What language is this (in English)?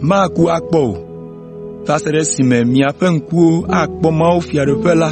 Ewe